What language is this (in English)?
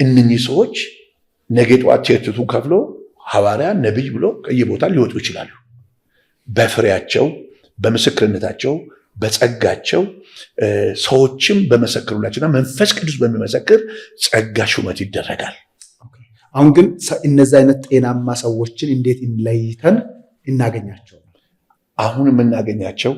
Amharic